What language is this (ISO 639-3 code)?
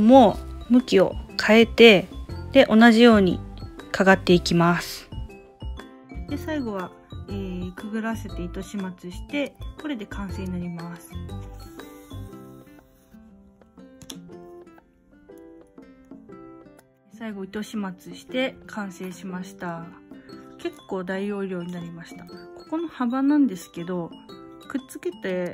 jpn